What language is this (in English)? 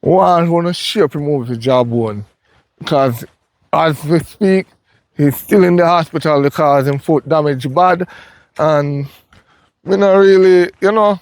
Jamaican Creole English